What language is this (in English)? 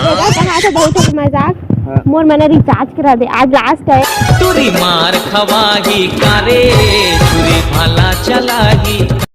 Chhattisgarhi